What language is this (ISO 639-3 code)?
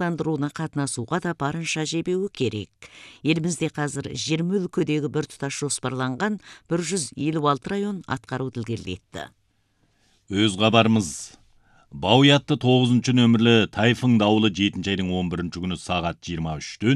kaz